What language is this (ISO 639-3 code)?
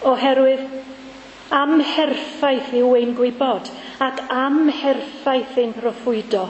cym